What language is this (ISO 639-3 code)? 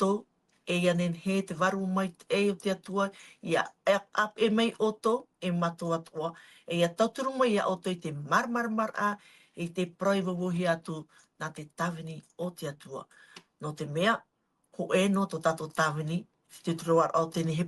tah